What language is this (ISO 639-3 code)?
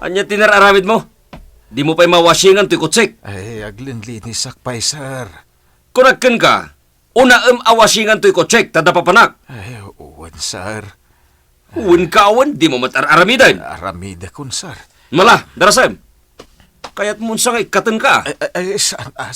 ilo